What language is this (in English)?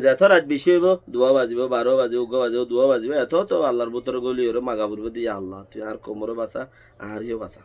Rohingya